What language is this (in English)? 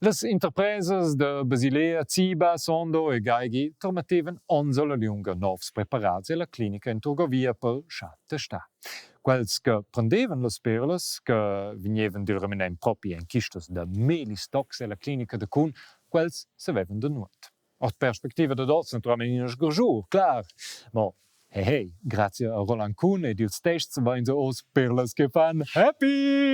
Romansh